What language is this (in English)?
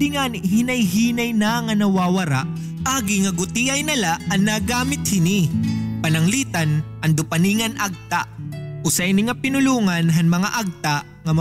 Waray